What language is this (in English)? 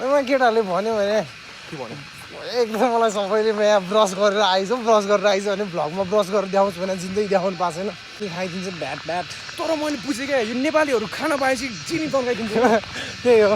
Nepali